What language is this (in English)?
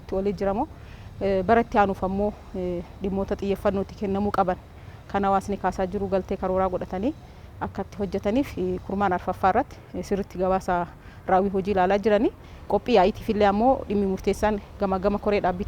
Oromo